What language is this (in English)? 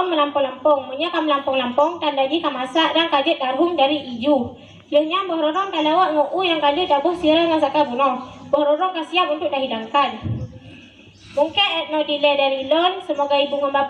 Achinese